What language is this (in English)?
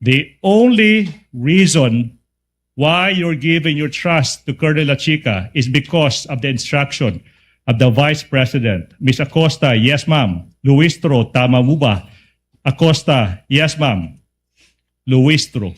Waray